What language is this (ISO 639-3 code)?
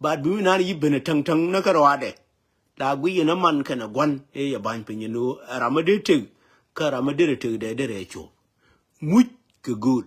nus